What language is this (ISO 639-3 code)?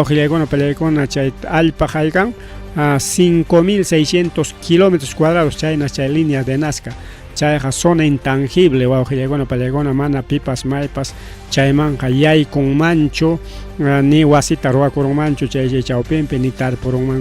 quy